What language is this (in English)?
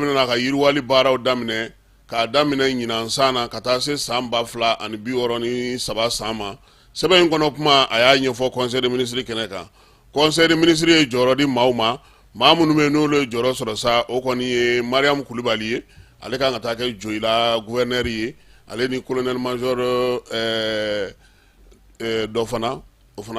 Bambara